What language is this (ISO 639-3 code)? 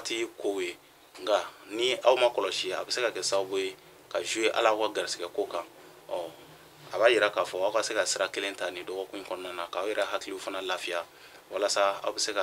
bam